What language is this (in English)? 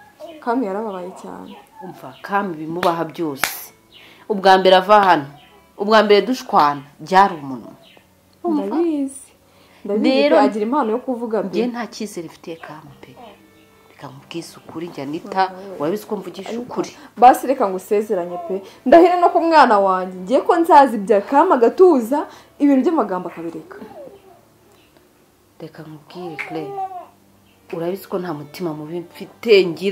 Kinyarwanda